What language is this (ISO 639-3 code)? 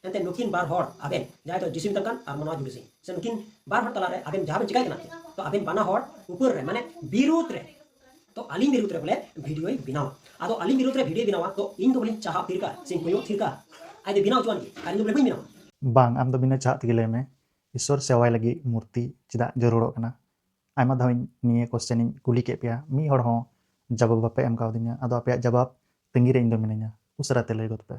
sat